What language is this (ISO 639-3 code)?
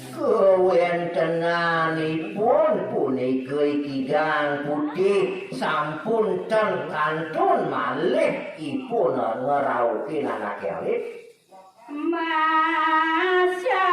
ban